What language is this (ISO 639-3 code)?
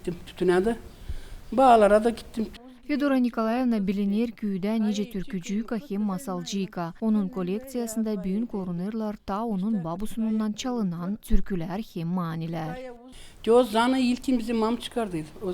gag